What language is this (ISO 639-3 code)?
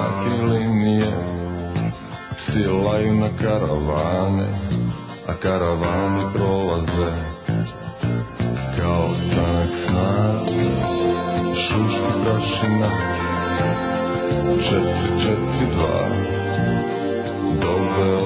srp